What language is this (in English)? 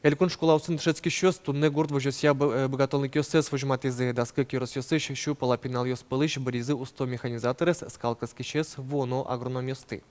Udmurt